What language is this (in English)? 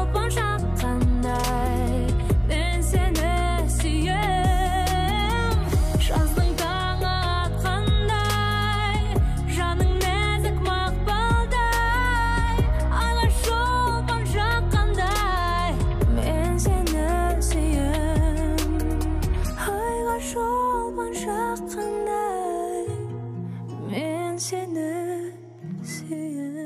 Kazakh